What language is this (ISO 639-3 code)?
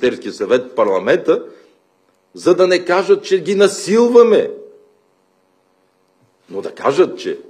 bul